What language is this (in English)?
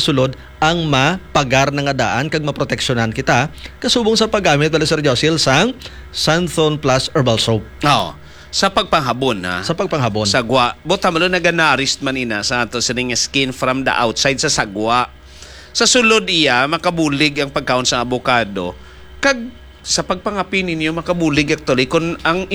Hiligaynon